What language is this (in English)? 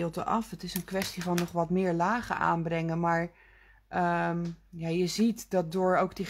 Dutch